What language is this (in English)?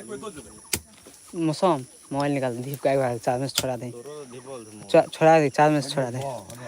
Maithili